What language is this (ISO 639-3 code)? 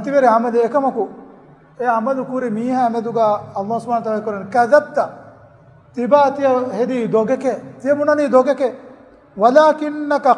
div